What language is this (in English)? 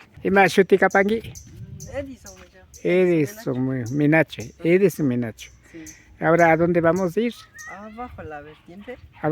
Imbabura Highland Quichua